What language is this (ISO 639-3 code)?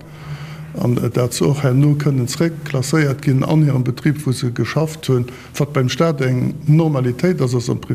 ltz